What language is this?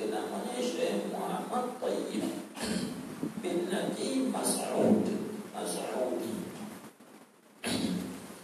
Malay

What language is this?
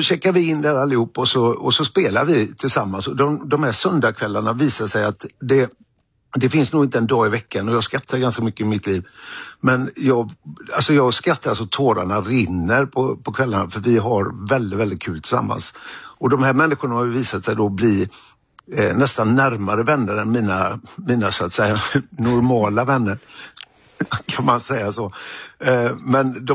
Swedish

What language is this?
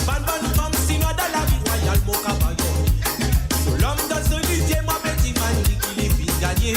Morisyen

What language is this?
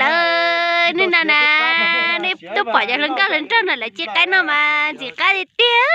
Hmong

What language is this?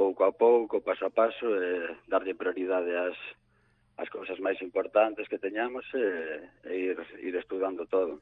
Galician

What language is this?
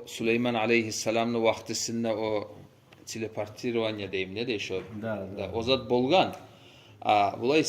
Kumyk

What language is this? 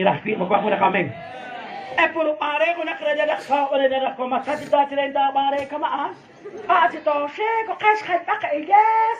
Kekchí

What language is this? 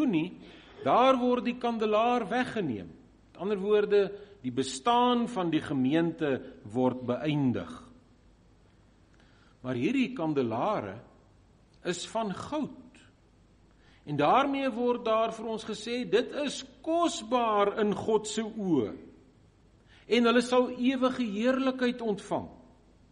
Afrikaans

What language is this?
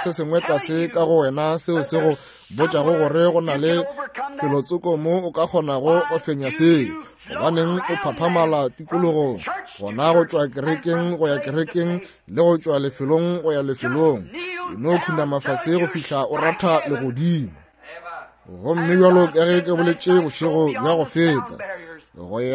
Northern Sotho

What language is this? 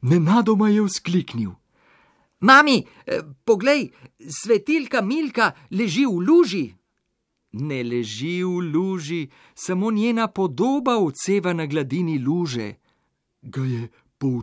Slovenian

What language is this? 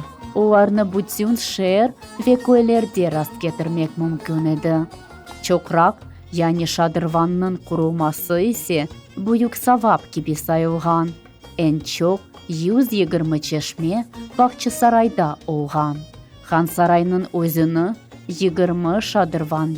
Crimean Tatar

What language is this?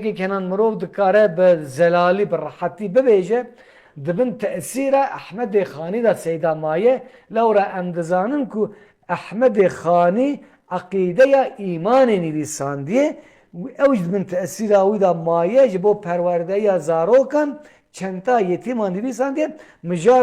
Kurdish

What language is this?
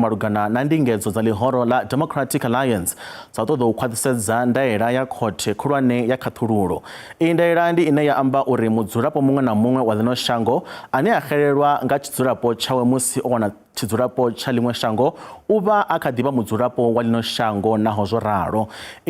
Venda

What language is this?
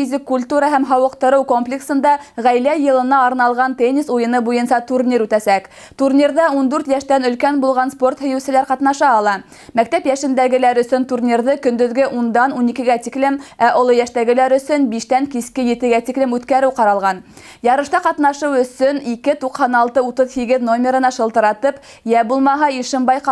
Bashkir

